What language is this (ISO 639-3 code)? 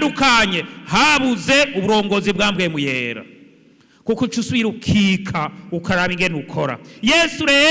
run